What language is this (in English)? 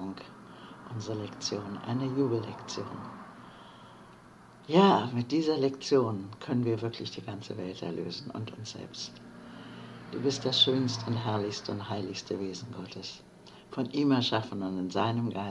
German